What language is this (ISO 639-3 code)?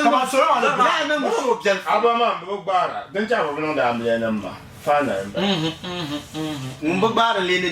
dag